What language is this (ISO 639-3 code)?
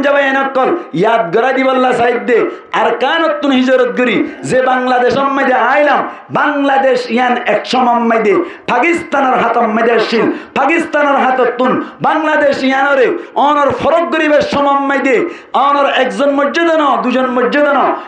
rhg